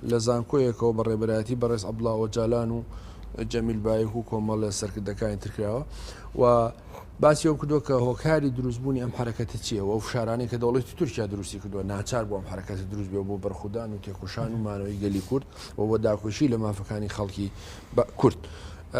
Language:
Central Kurdish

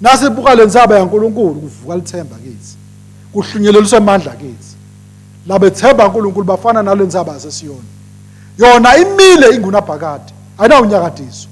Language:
Swati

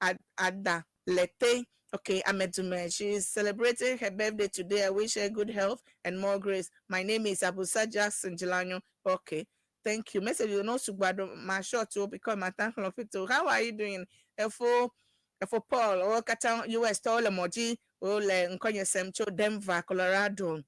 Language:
Ewe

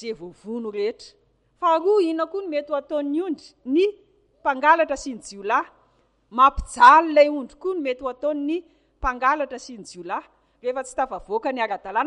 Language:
Malagasy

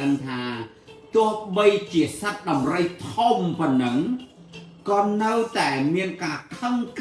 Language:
Khmer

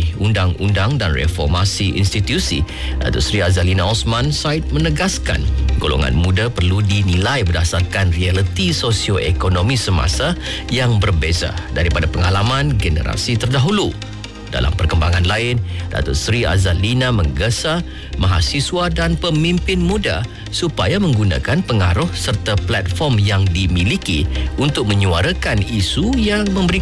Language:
Malay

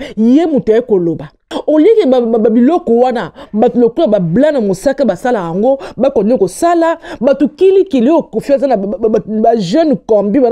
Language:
Lingala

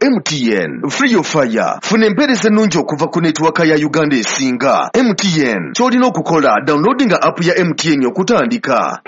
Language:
Ganda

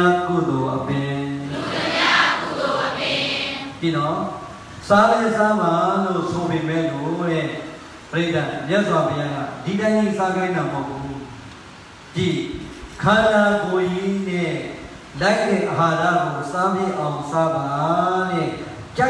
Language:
Burmese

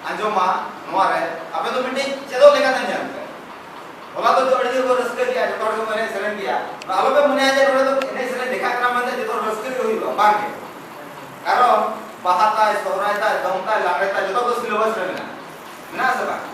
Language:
Santali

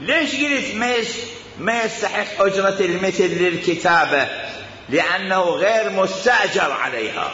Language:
Mesopotamian Arabic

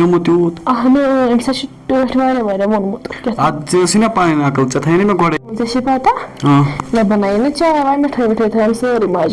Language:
Kashmiri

